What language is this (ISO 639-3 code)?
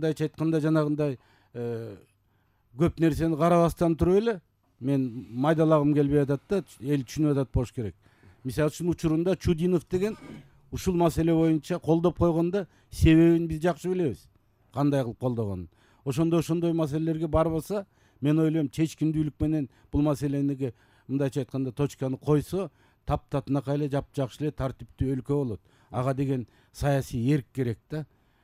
kir